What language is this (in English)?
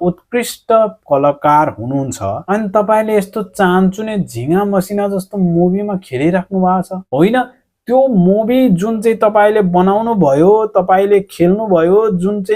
Nepali